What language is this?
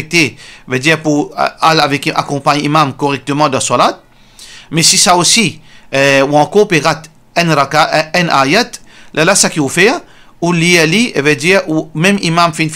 Morisyen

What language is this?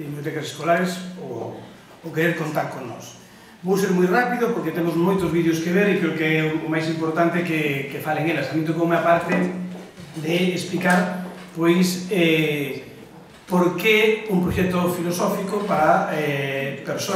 Galician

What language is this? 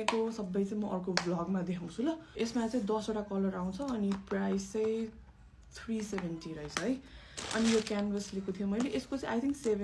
Nepali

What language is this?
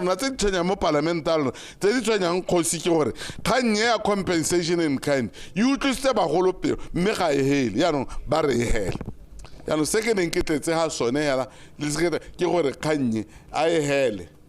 Tswana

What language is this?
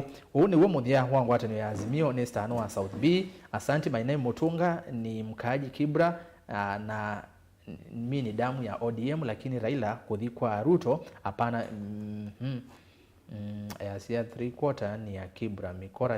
Kamba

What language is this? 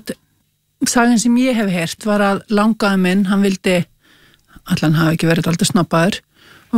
Icelandic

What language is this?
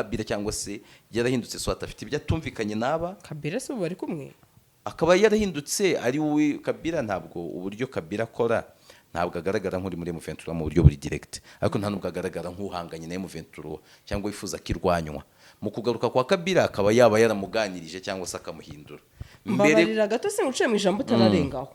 Kinyarwanda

